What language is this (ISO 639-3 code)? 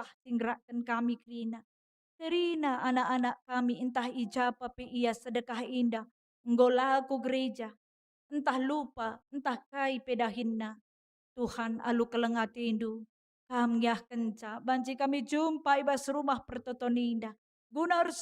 btx